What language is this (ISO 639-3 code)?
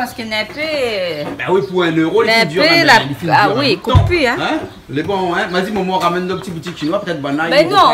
rcf